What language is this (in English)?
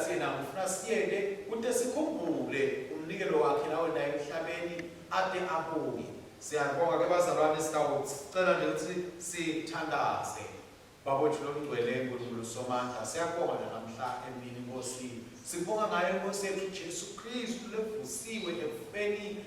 Swati